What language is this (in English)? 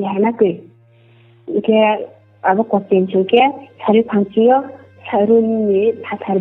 Riang (India)